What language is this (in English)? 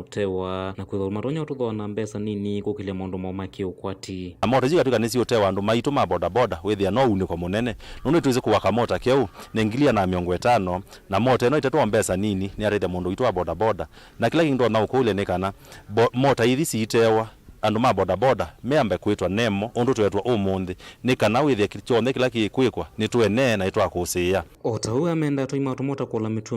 Kamba